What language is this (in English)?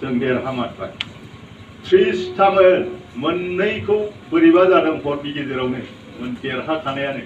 Bodo